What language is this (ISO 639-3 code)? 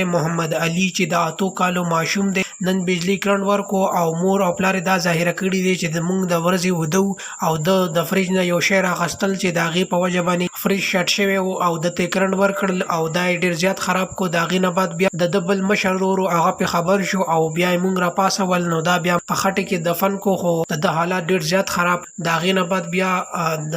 pus